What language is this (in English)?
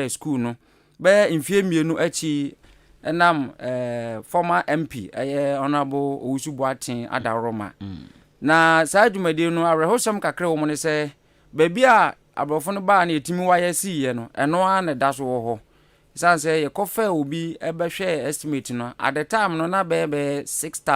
Akan